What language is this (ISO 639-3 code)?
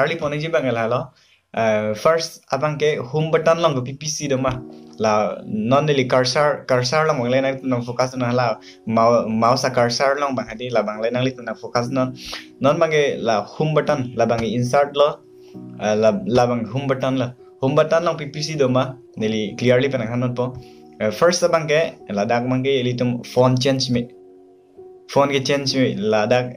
mjw